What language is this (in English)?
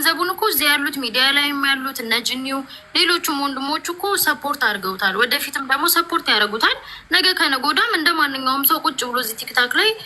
Amharic